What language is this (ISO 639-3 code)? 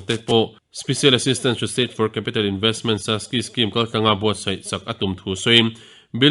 lus